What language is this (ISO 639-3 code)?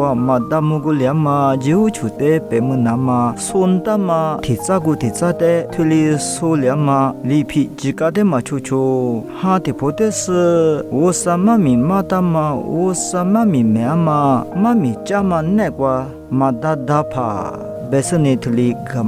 lis